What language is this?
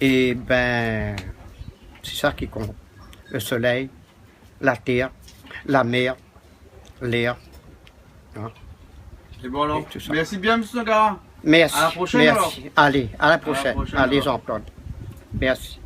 Réunion Creole French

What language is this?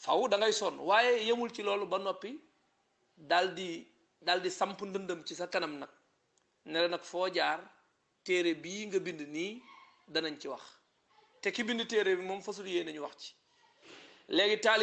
Wolof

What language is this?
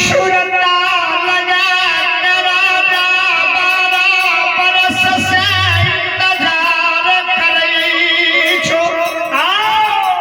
Maithili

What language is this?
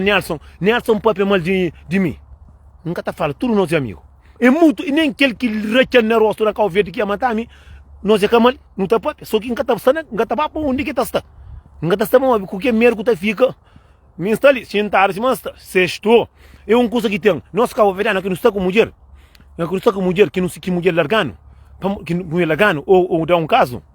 Kabuverdianu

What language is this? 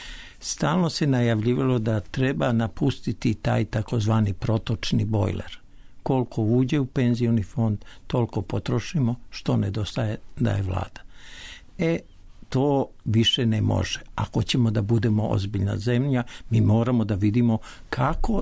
Serbian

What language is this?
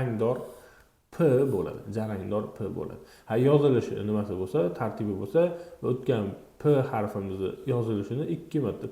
Uzbek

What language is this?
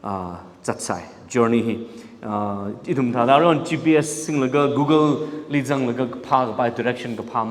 Tangkhul Naga (India)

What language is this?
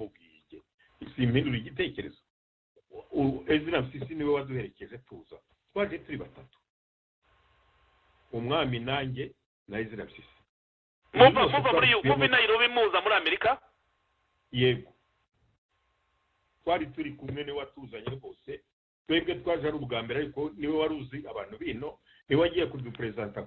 Kinyarwanda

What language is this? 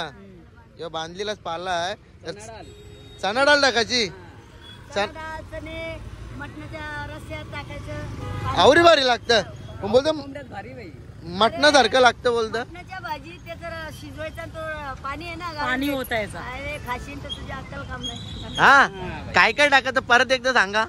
Marathi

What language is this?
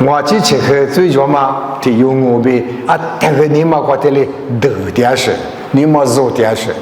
Lisu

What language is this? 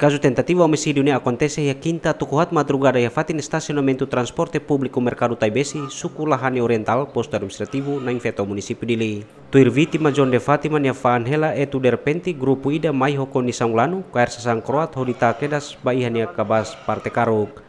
Tetum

